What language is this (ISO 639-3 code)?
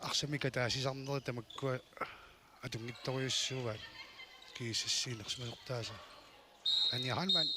kal